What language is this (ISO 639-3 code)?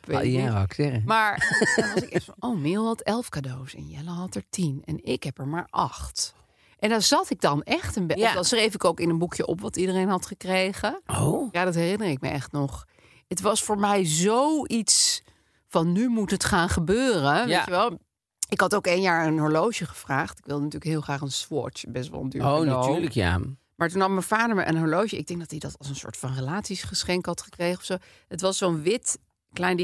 nld